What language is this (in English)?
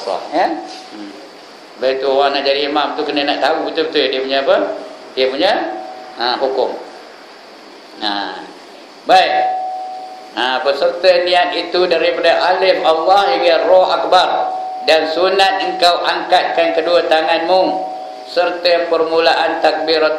Malay